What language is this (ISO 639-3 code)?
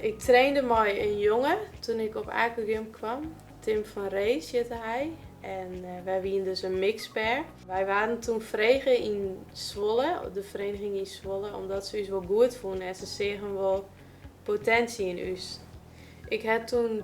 fry